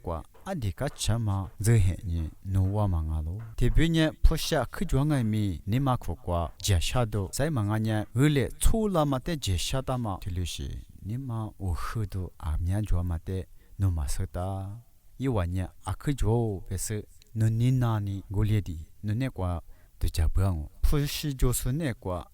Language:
Lisu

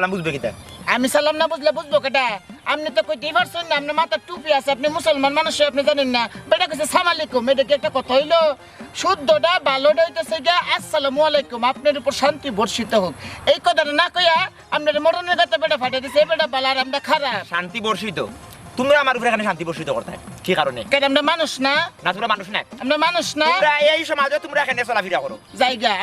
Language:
Sylheti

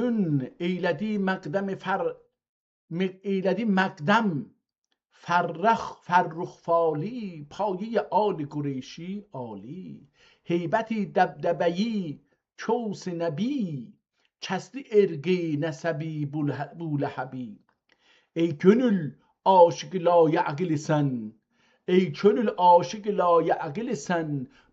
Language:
South Azerbaijani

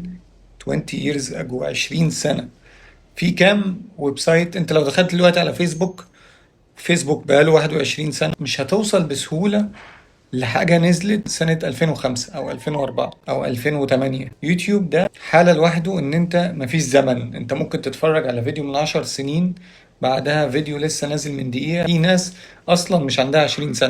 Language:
Egyptian Arabic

